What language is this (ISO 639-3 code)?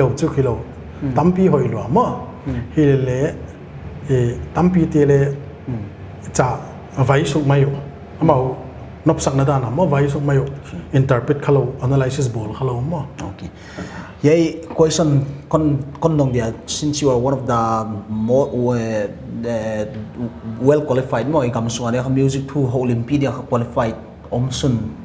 pck